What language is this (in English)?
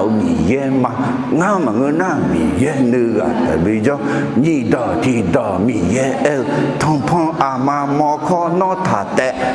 Akha